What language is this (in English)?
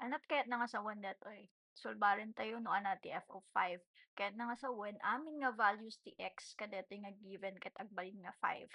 Iloko